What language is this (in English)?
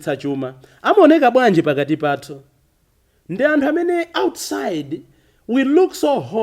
Nyanja